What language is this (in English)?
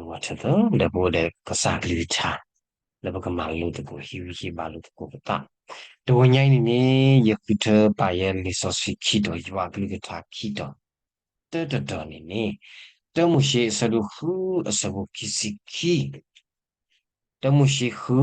S'gaw Karen